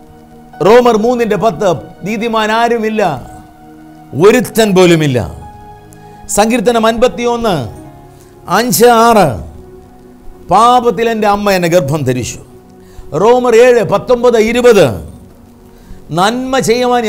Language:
Malayalam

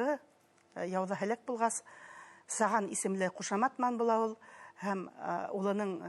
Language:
Bashkir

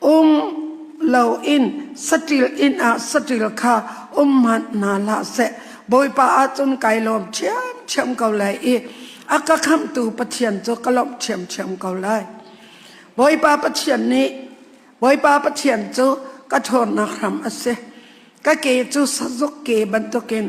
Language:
Hakha Chin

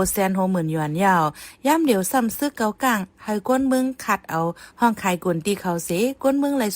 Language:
Shan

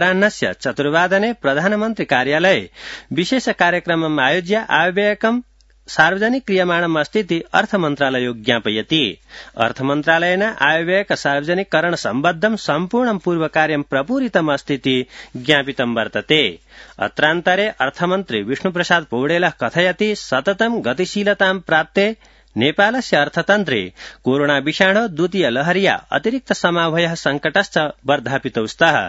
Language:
Sanskrit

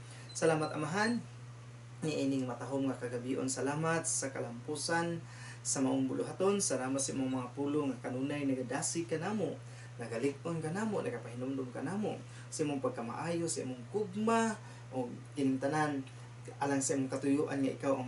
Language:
Cebuano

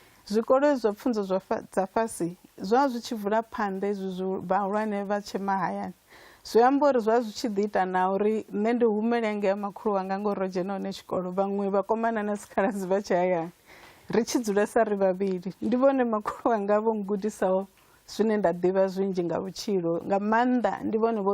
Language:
Venda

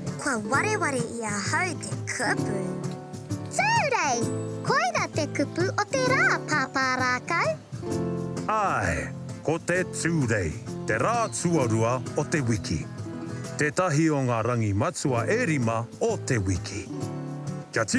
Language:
Māori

